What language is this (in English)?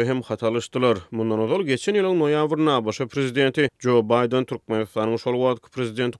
Turkmen